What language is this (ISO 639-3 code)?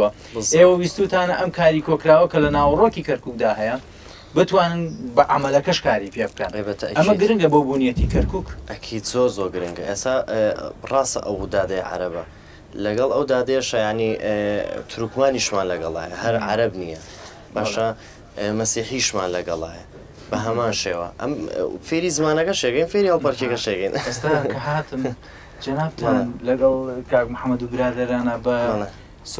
ckb